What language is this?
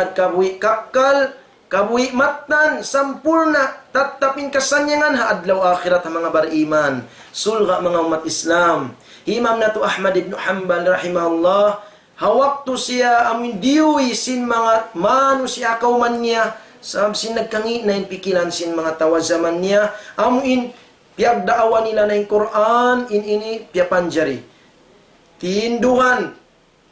Tausug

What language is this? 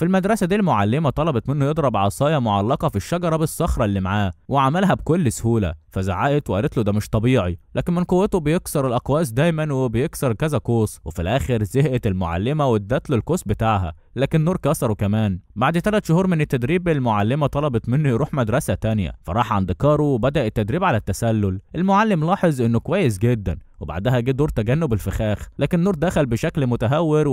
Egyptian Arabic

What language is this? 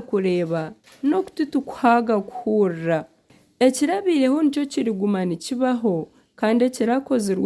Nyankole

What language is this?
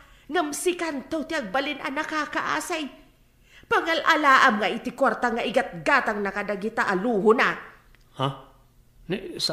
Iloko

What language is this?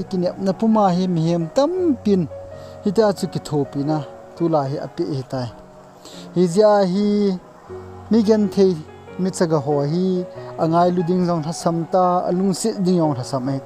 Thado Chin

